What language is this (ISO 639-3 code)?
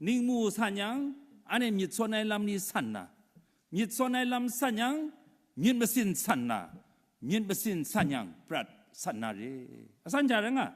kac